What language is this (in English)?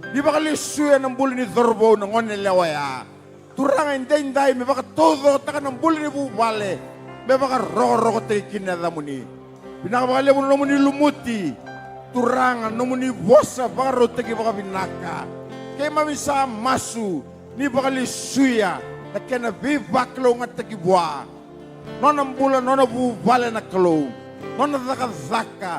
Fijian